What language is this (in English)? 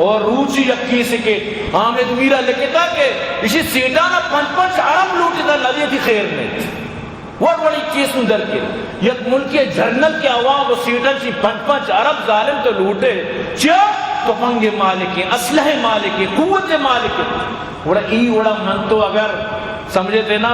Eastern Balochi